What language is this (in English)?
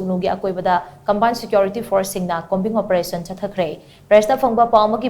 Manipuri